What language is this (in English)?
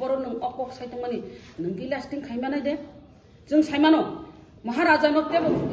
Kok Borok